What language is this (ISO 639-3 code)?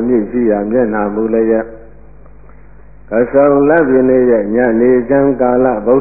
mya